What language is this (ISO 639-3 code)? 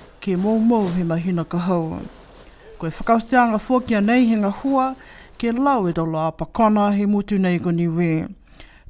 niu